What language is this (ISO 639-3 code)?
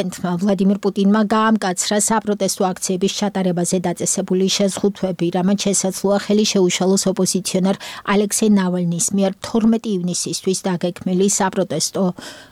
kat